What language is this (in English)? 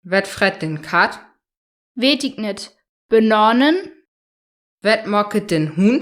Saterland Frisian